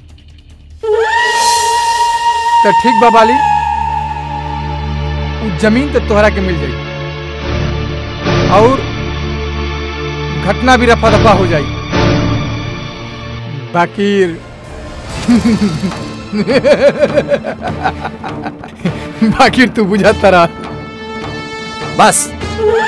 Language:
Bhojpuri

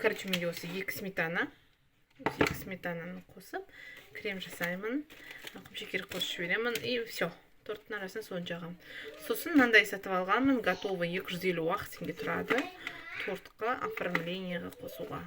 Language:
Kazakh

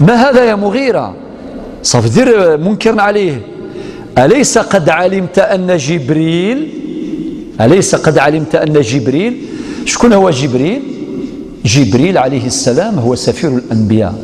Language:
Algerian Arabic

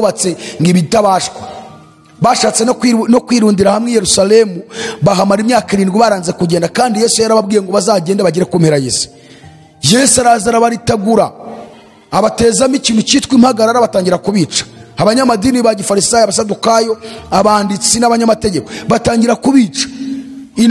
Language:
Kinyarwanda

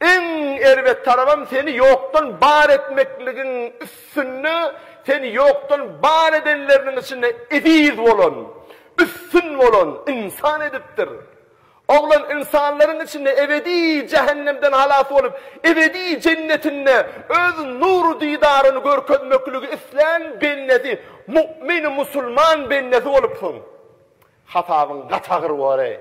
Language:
Turkmen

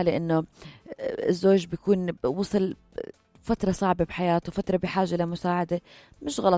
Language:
North Levantine Arabic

